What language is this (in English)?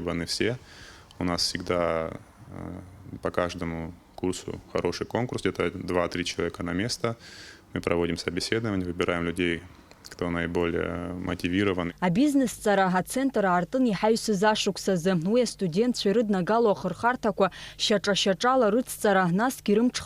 Abkhazian